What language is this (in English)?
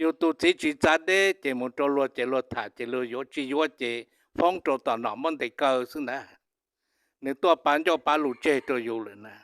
Hmong